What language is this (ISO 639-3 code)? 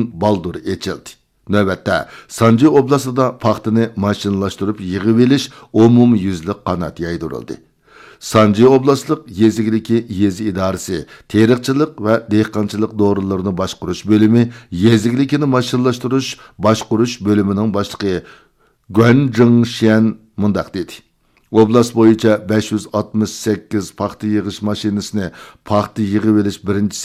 uig